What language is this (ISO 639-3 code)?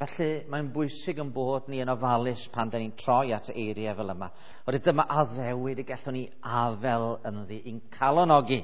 cym